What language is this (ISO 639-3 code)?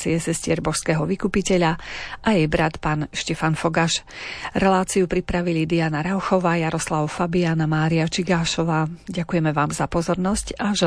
slk